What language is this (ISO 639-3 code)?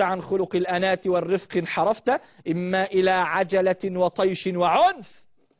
ara